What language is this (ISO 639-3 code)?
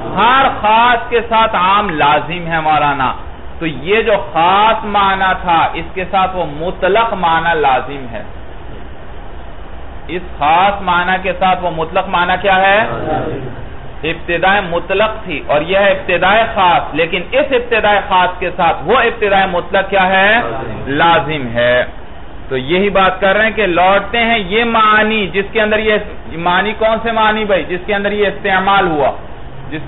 urd